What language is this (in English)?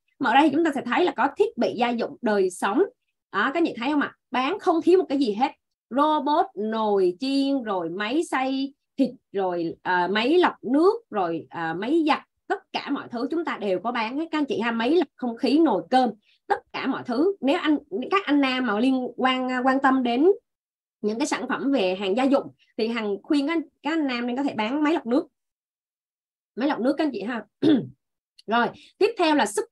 Vietnamese